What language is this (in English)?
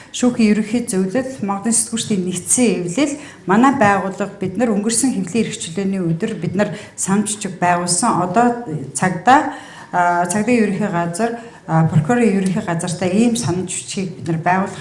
Mongolian